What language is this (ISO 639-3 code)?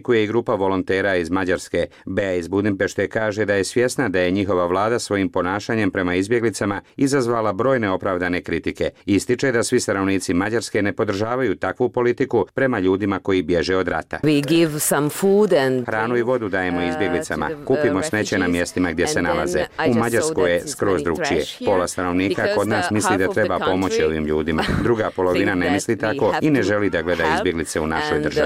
bos